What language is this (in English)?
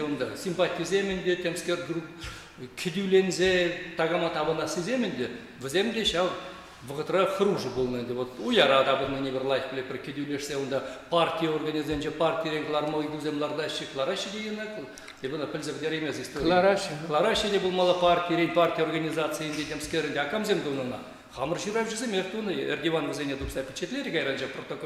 Chuvash